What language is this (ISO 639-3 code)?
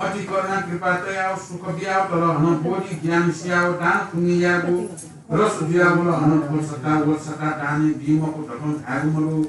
new